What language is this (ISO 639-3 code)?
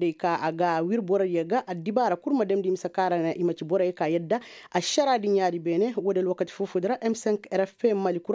ses